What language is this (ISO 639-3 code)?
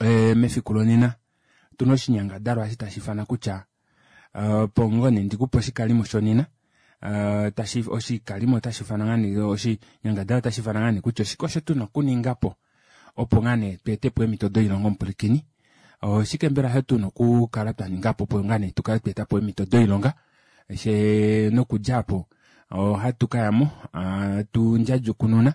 kua